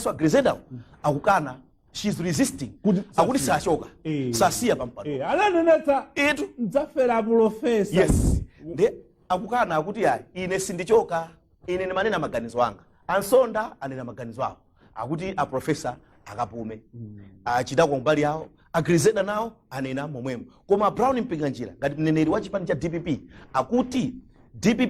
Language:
Nyanja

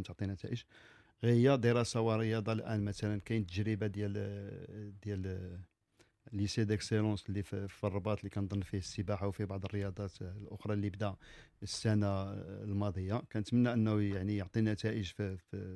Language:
Moroccan Arabic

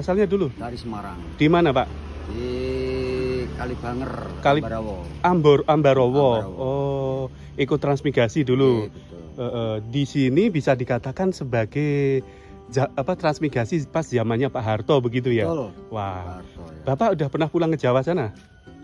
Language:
Indonesian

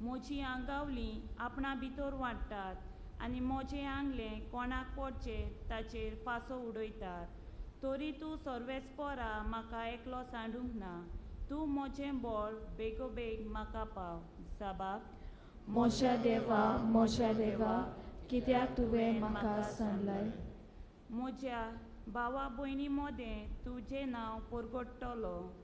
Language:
Konkani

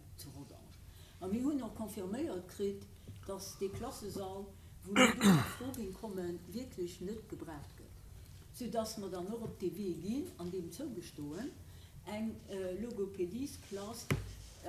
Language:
Luxembourgish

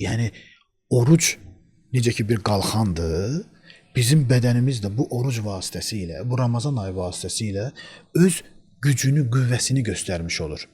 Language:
Azerbaijani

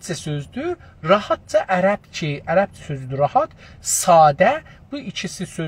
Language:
South Azerbaijani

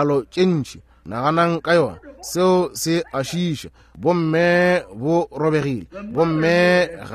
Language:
Northern Sotho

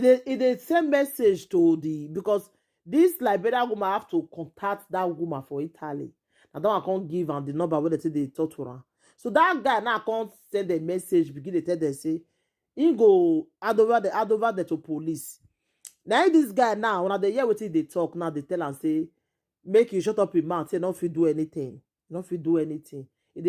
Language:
Nigerian Pidgin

